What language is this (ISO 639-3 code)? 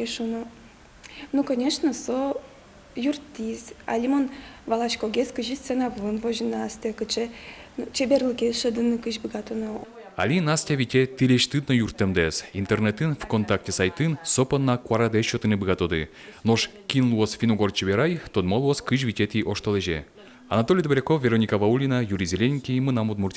udm